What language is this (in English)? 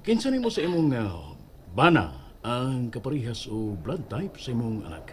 Cebuano